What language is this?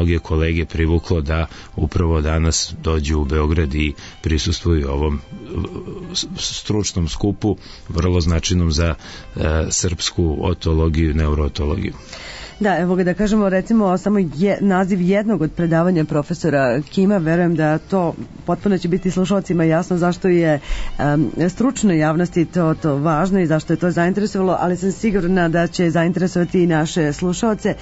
Serbian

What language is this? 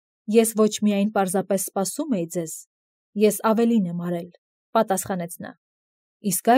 Armenian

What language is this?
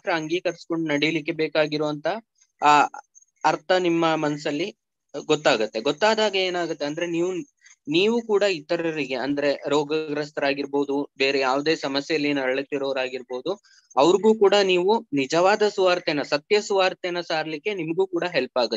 Kannada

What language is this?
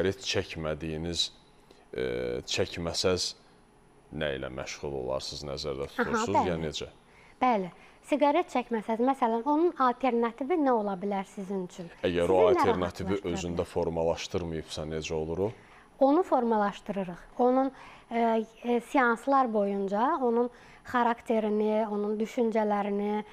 Azerbaijani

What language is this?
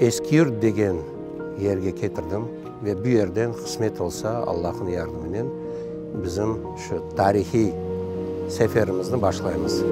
Crimean Tatar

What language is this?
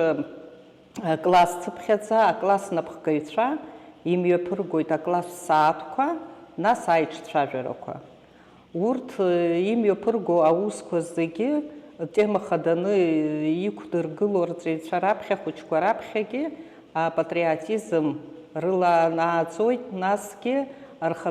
Abkhazian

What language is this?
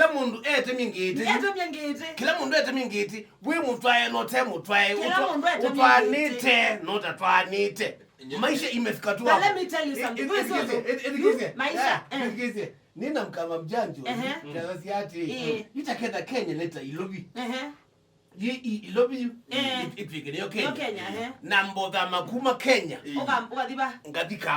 Kamba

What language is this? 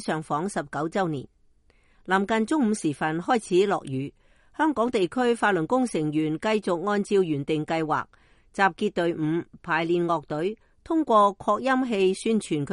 Cantonese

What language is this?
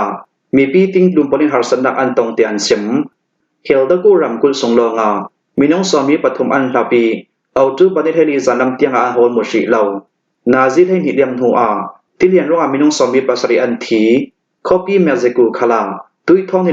Hakha Chin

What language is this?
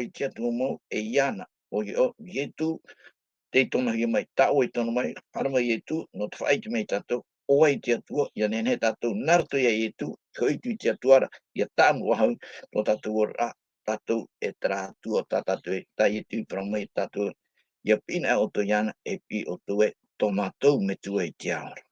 Tahitian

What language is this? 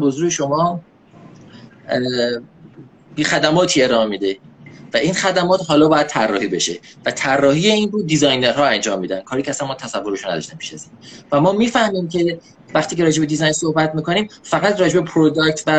Persian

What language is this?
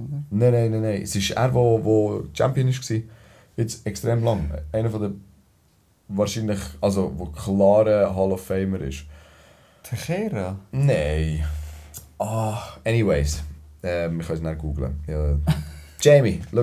Swiss German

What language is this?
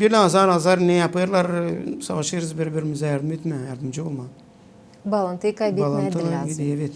Gagauz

